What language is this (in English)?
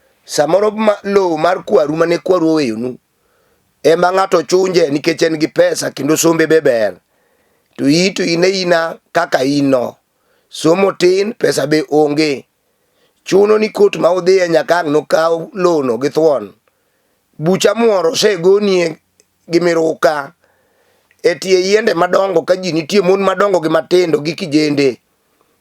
Luo (Kenya and Tanzania)